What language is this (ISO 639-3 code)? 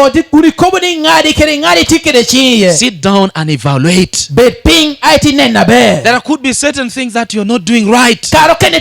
laj